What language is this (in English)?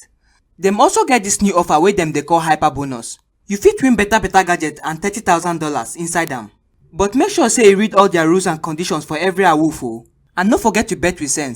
Nigerian Pidgin